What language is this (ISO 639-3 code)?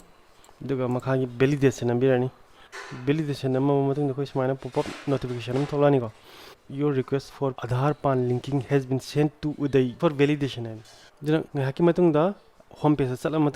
mni